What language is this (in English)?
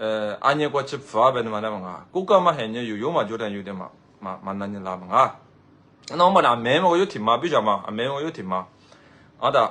Lisu